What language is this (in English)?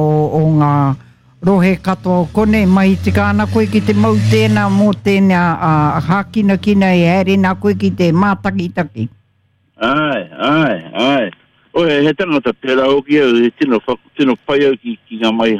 Māori